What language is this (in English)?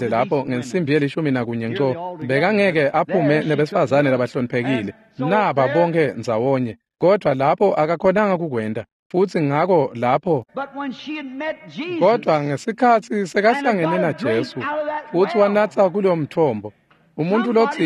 Swati